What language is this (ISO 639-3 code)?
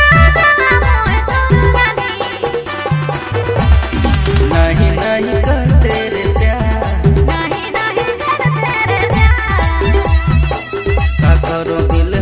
sck